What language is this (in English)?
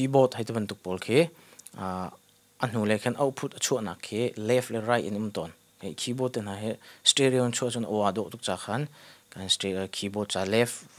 Hakha Chin